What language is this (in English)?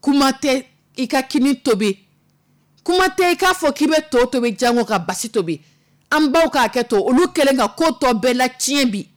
Dyula